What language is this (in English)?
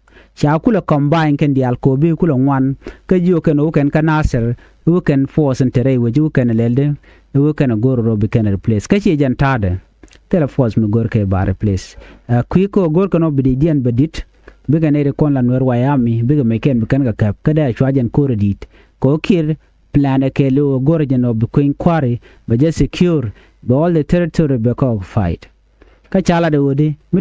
Nuer